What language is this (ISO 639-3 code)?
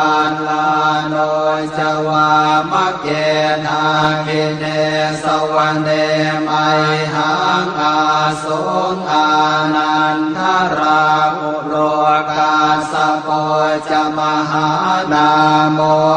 pli